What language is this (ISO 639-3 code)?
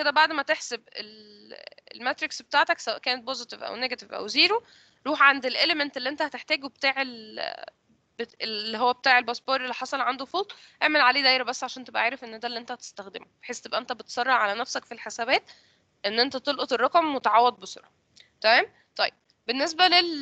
arz